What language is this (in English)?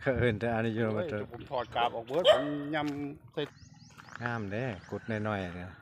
Northeastern Thai